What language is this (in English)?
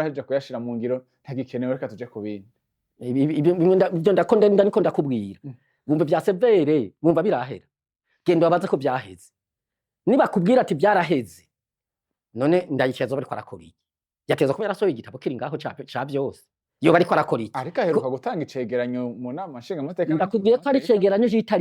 Rundi